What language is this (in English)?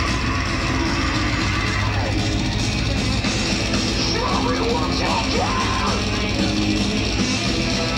English